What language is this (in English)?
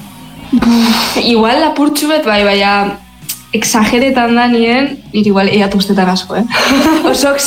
Basque